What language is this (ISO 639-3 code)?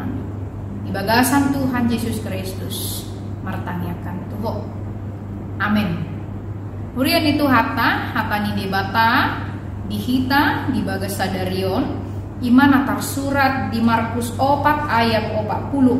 bbc